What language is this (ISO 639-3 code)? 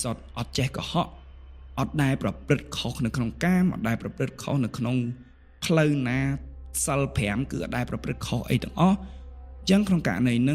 khm